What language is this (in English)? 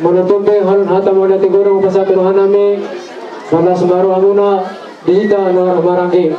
Batak Toba